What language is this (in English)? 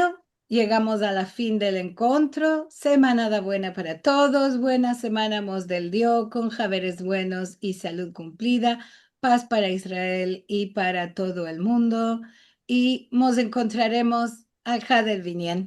Ladino